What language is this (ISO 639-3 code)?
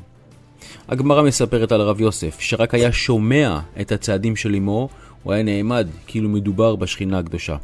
heb